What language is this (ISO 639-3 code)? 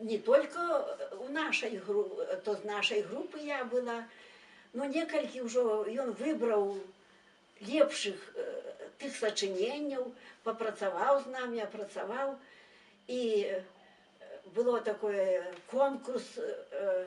bel